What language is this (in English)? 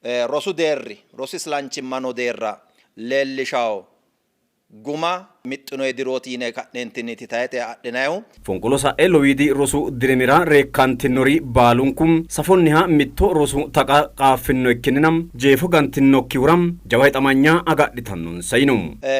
Sidamo